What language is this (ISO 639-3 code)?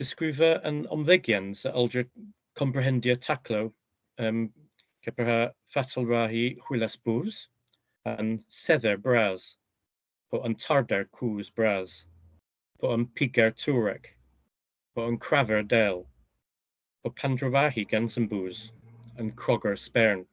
cor